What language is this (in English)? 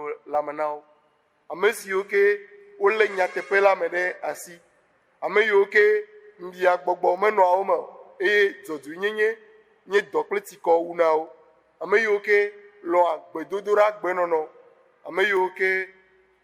Ewe